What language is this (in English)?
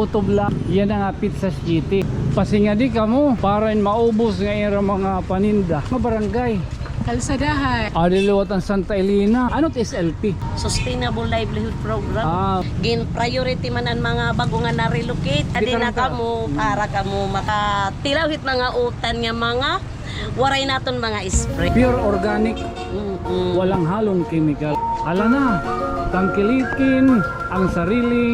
Waray